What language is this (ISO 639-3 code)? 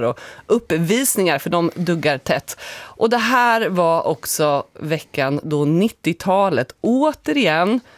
swe